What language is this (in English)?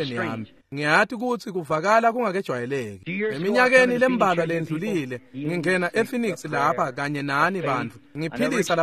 Swati